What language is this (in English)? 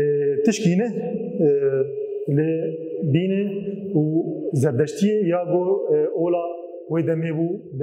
Kurdish